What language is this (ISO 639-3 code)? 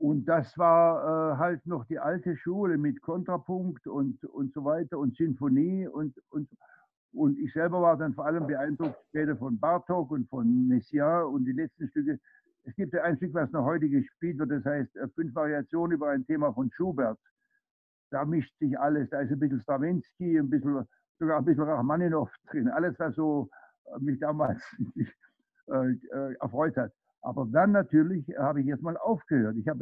deu